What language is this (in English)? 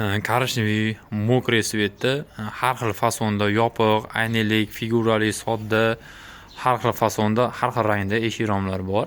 Uzbek